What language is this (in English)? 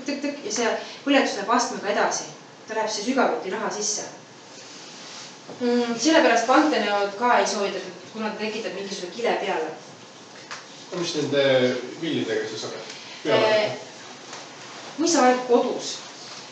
Estonian